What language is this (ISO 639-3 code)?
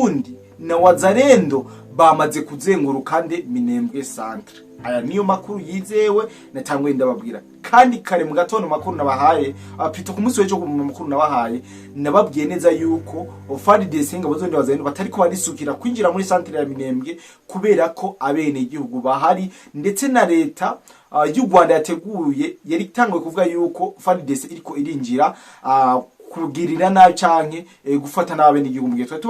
run